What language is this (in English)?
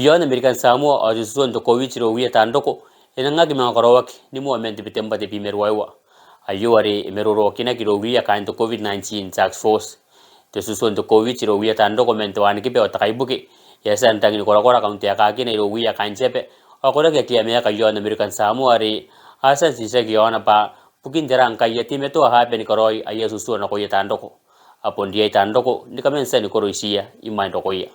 Gilbertese